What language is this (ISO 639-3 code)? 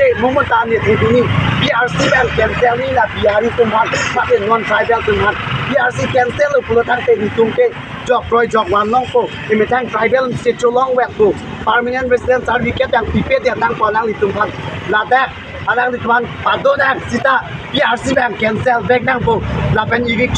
mjw